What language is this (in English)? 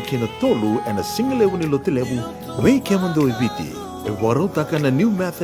Fijian